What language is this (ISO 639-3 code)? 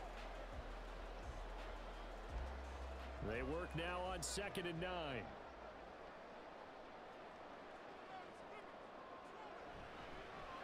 eng